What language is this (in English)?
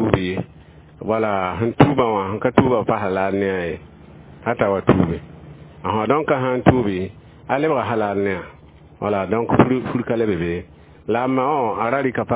Mossi